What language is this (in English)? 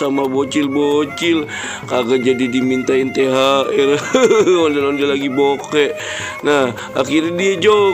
Betawi